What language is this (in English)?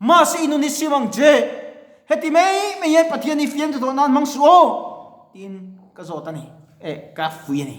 Mizo